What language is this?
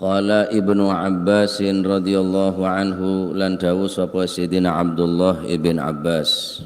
Madurese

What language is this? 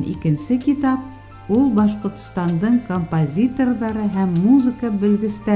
Bashkir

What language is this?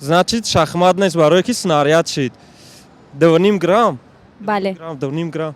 Tajik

